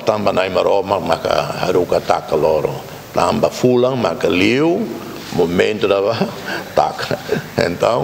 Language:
Tetum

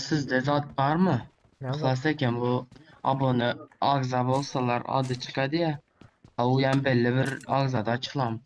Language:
Turkmen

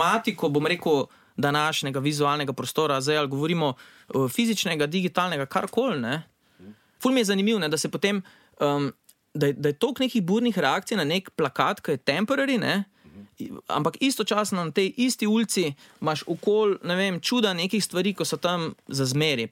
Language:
Slovenian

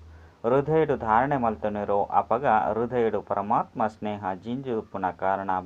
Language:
Tulu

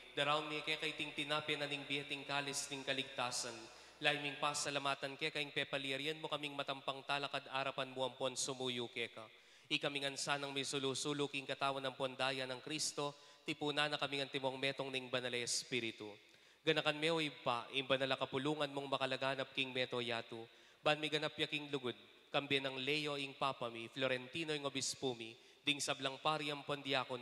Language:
Pampanga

